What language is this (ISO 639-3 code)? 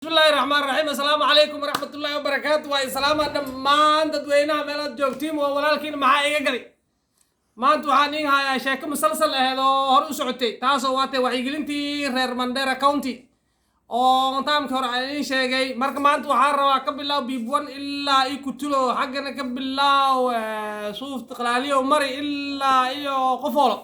som